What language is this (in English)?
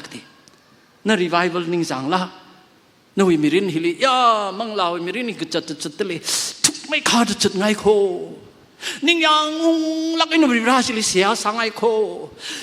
Tangkhul Naga (India)